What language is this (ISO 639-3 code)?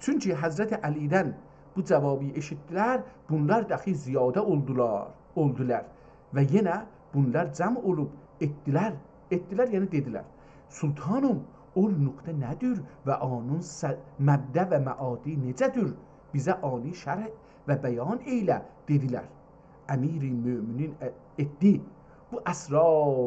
azb